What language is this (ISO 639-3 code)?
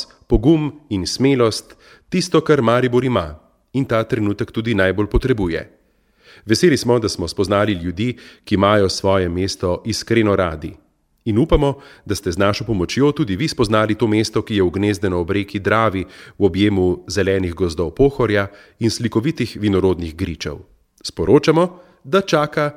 slv